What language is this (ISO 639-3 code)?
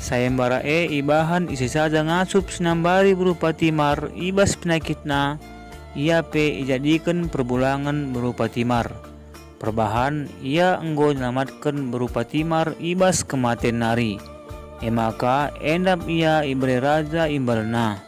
btx